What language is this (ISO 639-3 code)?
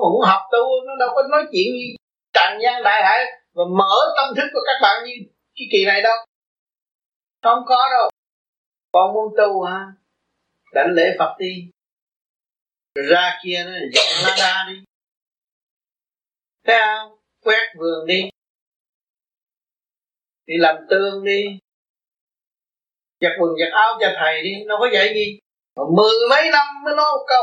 vie